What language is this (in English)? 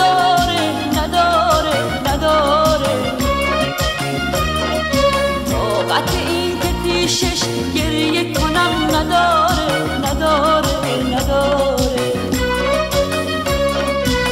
Persian